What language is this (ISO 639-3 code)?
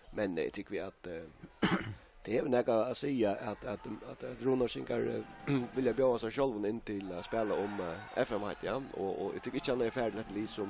fao